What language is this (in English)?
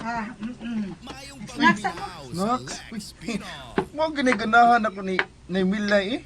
Cebuano